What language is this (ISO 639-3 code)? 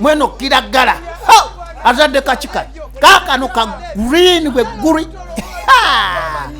lug